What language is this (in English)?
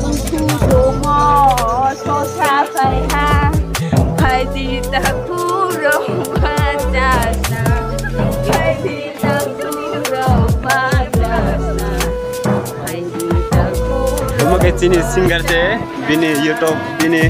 Kok Borok